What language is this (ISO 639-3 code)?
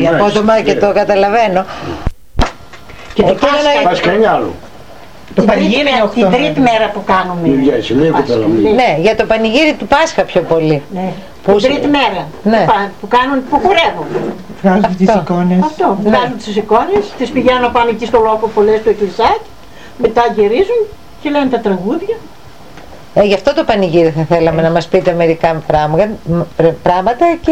ell